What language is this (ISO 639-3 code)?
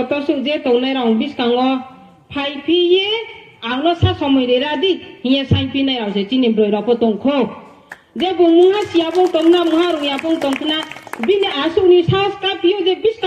ria